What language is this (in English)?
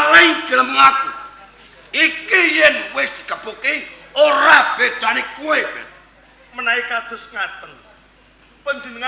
Javanese